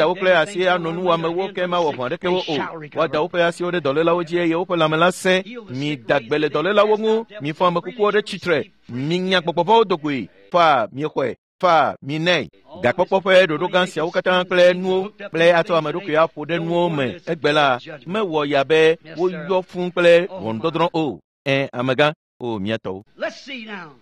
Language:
Ewe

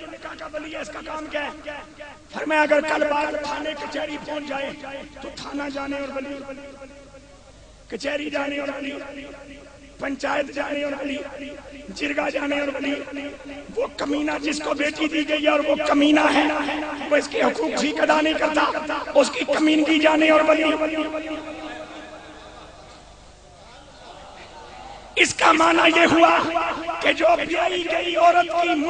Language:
Urdu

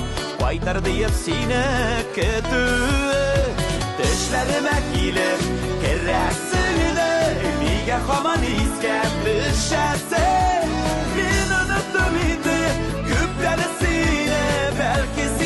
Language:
Tatar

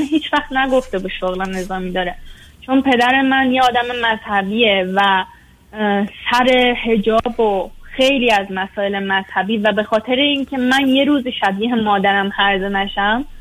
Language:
Persian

